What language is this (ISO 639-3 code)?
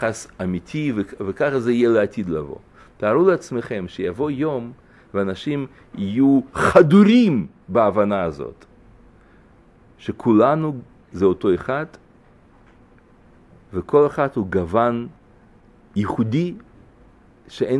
heb